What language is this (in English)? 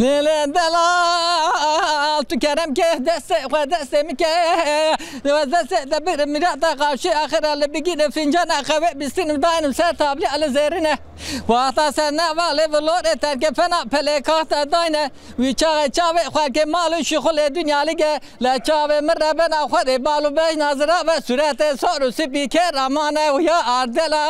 Zaza